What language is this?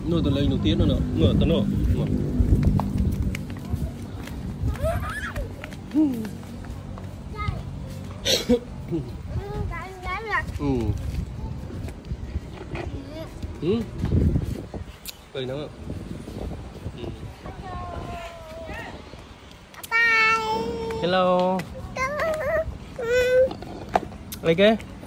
Vietnamese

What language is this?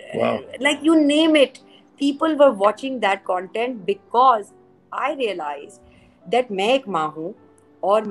Urdu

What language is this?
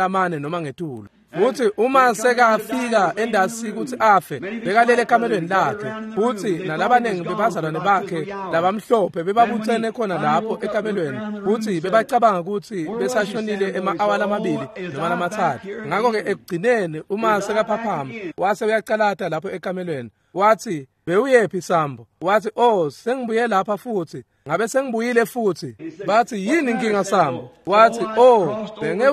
Swati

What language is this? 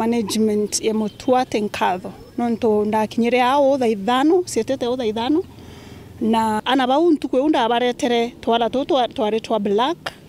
Meru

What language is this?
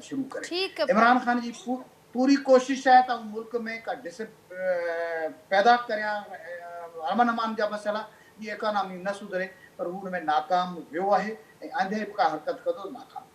Sindhi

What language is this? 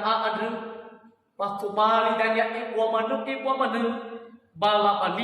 Nias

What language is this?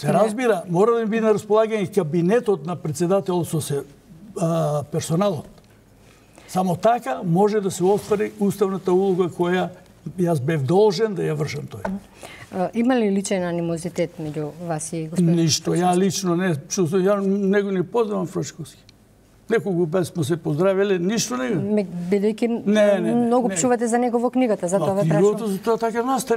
Macedonian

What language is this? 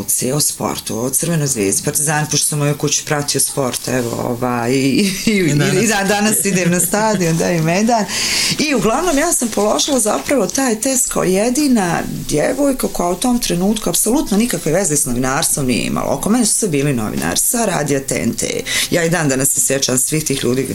Bosnian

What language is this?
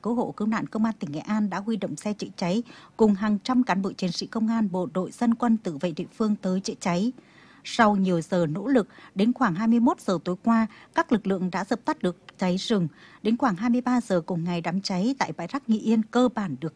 Vietnamese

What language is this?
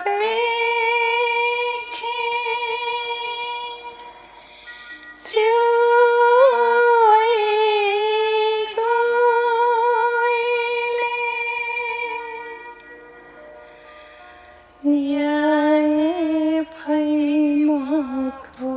Newari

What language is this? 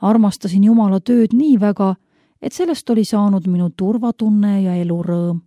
Estonian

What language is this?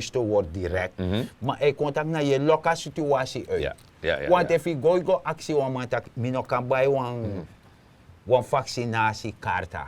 Sranan Tongo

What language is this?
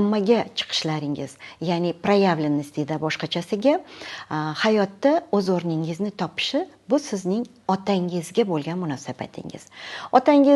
Uzbek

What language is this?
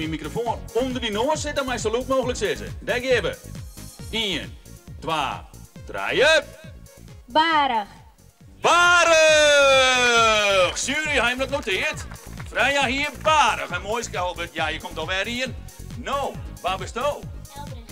Western Frisian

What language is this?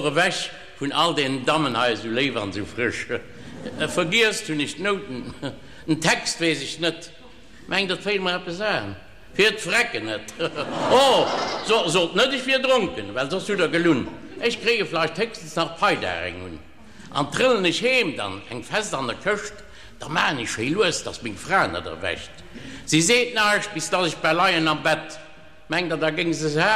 Luxembourgish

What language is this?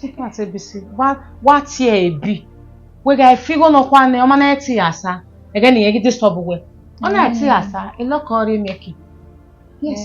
Bini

